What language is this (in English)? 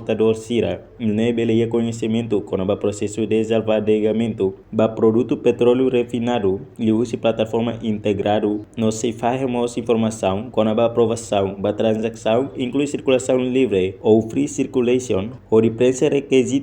Tetum